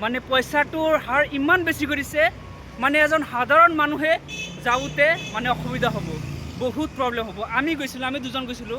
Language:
Assamese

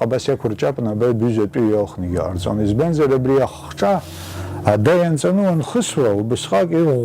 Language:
Abkhazian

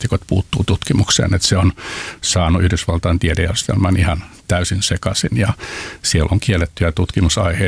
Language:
Finnish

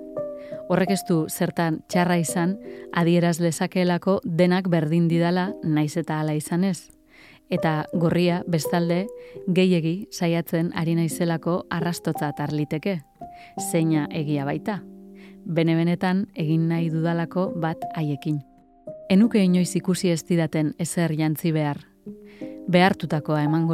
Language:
Basque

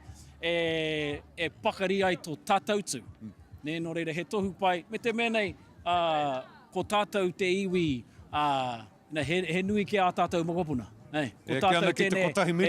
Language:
Māori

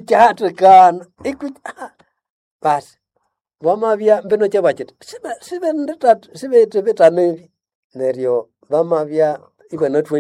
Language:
Nande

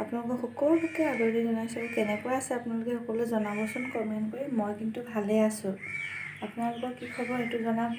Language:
Assamese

